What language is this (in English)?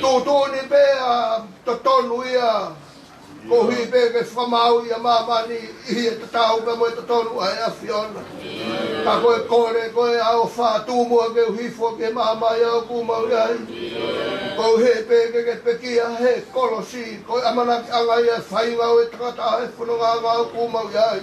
Tongan